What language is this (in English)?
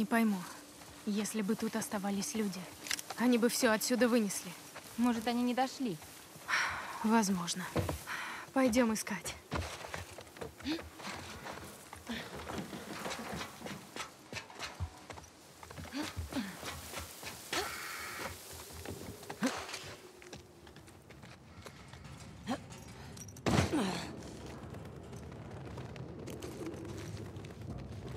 Russian